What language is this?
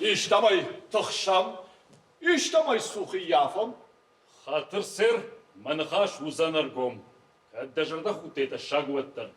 Ossetic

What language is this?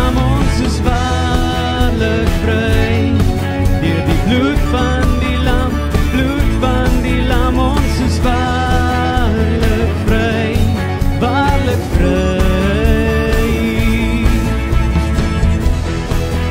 Afrikaans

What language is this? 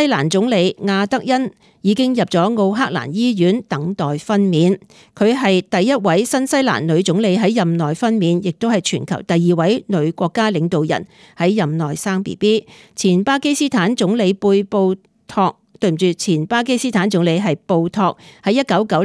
Cantonese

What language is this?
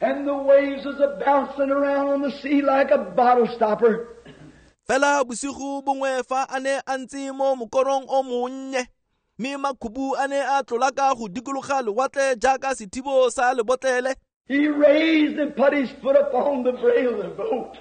Tswana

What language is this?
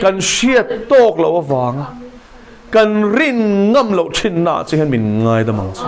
Mizo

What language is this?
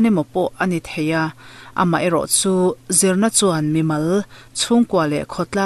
Mizo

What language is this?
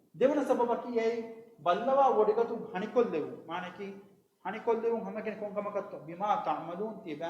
Divehi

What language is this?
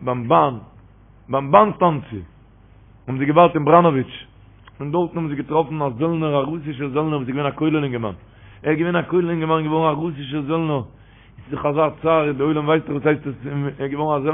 Yiddish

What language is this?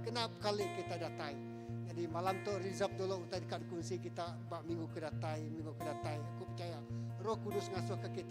Iban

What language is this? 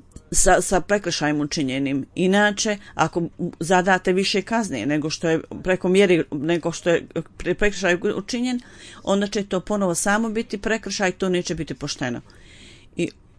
Bosnian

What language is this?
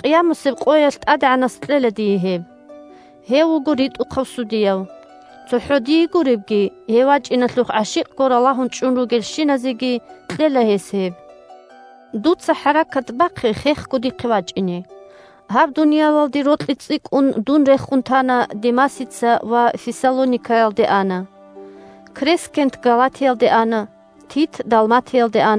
Avaric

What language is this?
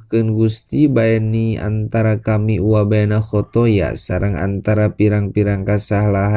Sundanese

